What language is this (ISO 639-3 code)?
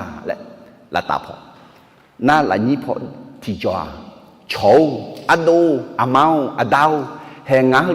ahk